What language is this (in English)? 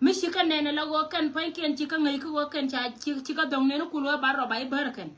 Nuer